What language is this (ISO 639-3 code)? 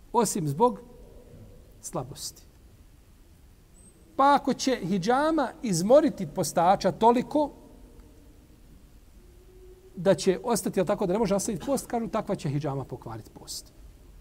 bos